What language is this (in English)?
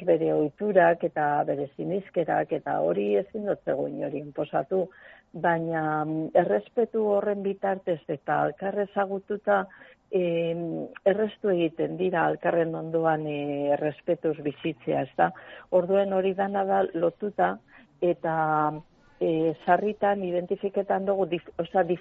Basque